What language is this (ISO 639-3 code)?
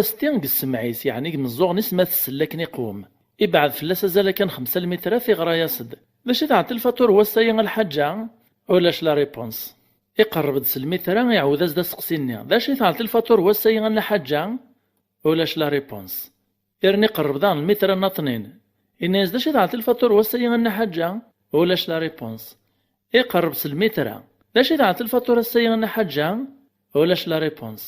kab